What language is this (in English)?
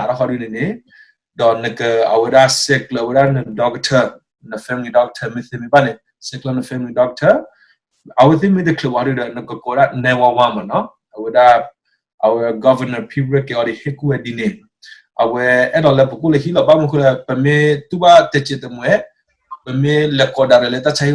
S'gaw Karen